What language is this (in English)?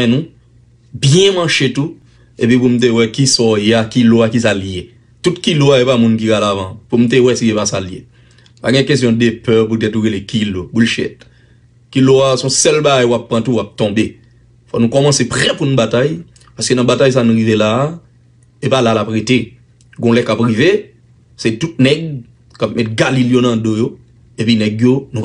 Haitian Creole